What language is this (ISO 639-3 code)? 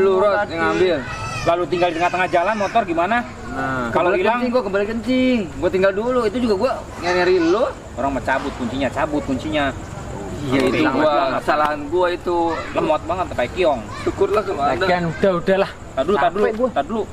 bew